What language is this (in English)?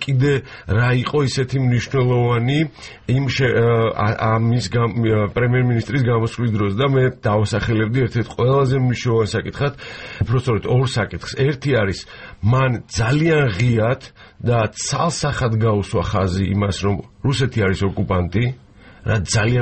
Georgian